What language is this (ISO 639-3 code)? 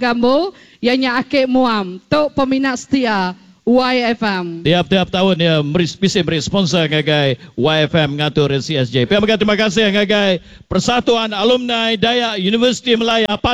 iba